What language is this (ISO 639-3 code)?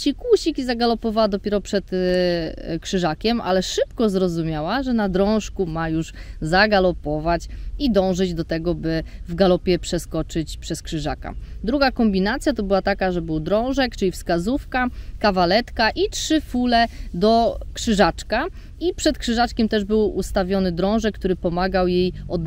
pol